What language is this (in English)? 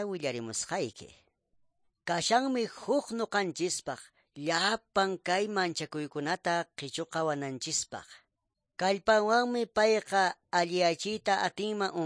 Quechua